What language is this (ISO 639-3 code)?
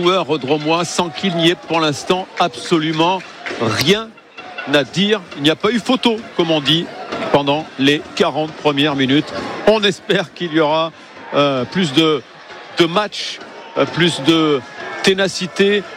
fra